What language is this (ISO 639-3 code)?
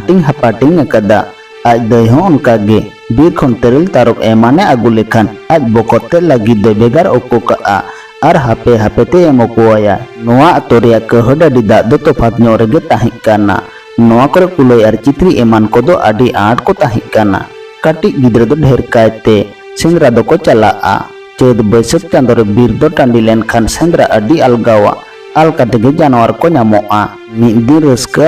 sat